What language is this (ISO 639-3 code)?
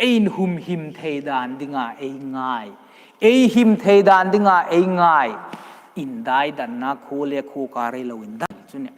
hmr